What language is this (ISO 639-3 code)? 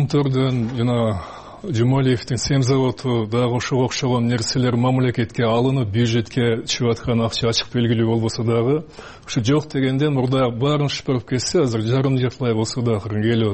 kir